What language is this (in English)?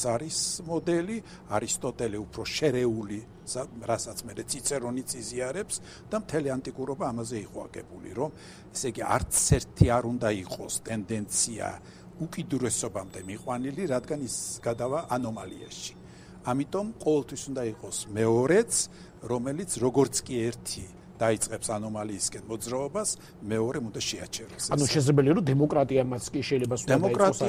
Georgian